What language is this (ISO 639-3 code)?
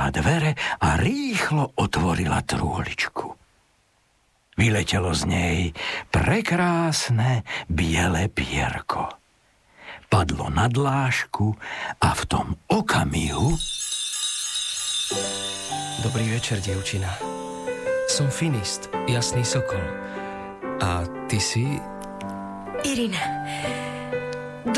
slk